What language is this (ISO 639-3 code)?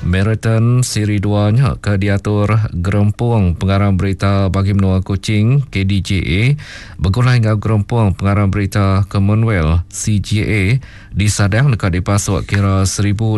iba